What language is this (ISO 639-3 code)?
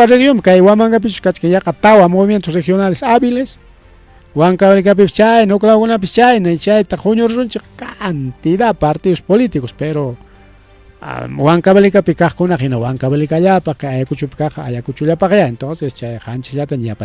quy